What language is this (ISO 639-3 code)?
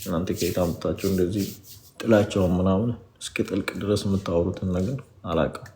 amh